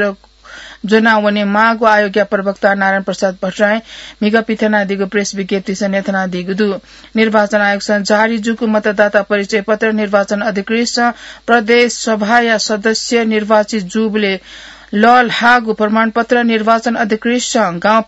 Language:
Newari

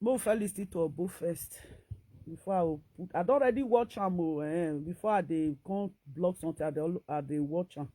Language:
Nigerian Pidgin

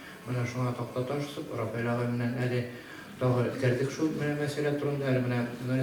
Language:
Bashkir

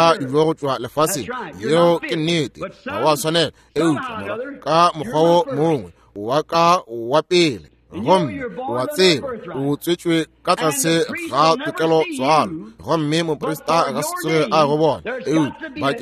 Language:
Northern Sotho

